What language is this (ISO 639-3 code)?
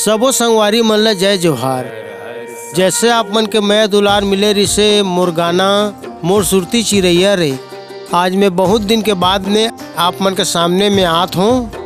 hne